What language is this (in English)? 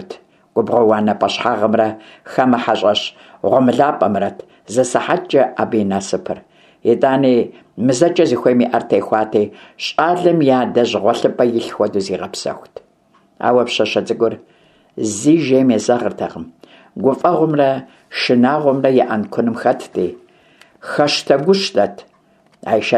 Kabardian